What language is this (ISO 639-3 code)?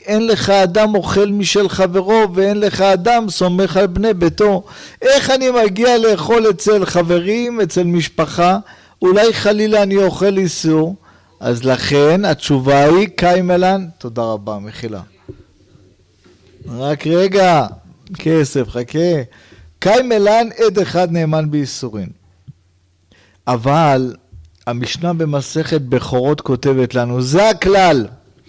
heb